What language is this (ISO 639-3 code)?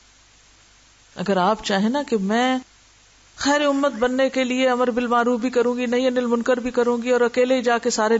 urd